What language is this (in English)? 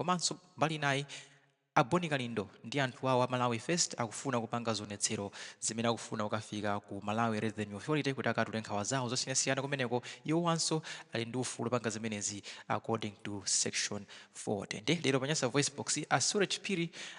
Nyanja